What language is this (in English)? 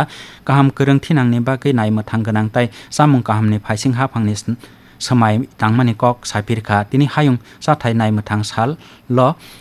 Kok Borok